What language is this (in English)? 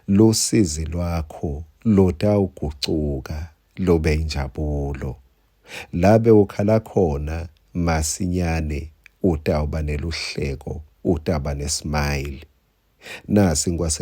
Swati